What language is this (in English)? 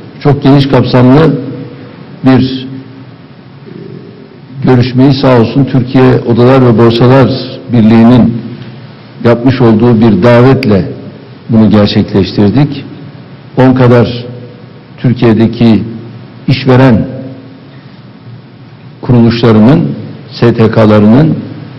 Turkish